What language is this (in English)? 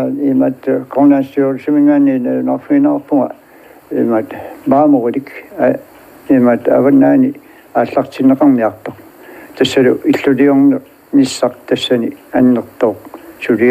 Kalaallisut